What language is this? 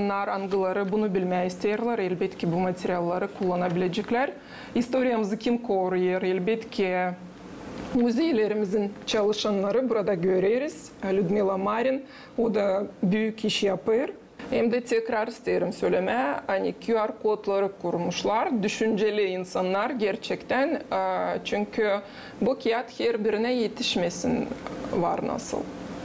Gagauz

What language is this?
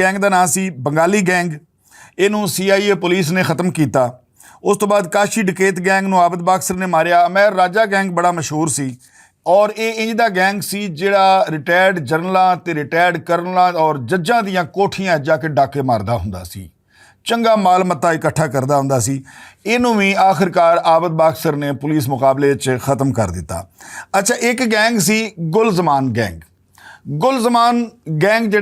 Western Panjabi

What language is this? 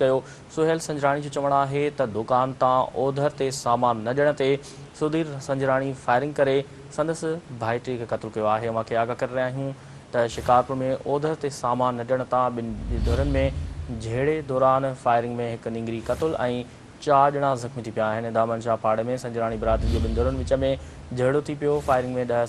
Sindhi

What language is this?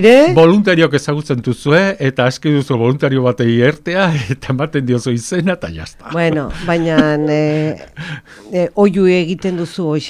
Basque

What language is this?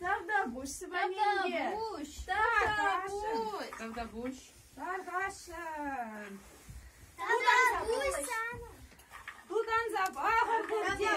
Chuvash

